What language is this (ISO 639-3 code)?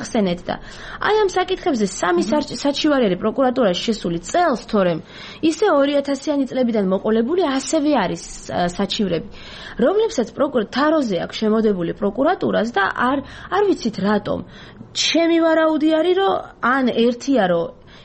kat